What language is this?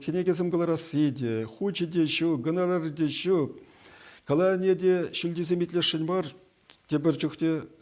Chuvash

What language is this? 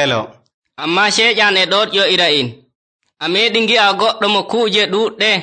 Nigerian Fulfulde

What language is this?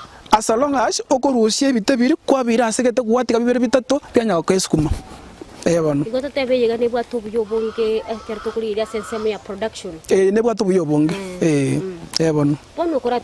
Gusii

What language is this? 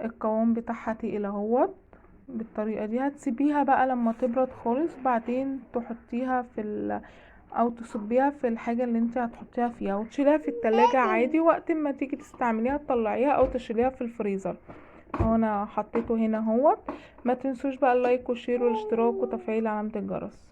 Egyptian Arabic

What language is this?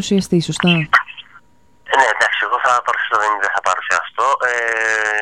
Greek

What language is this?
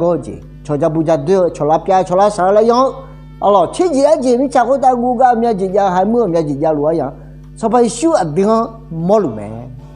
Akha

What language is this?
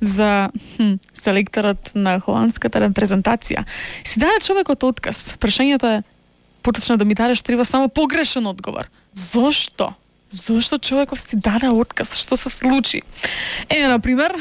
Macedonian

